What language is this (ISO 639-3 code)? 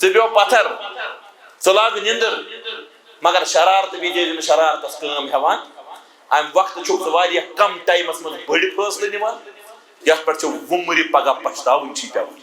kas